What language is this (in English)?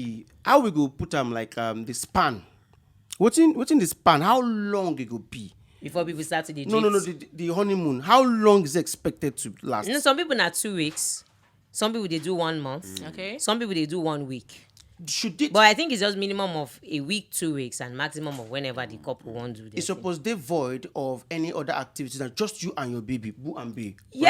Nigerian Pidgin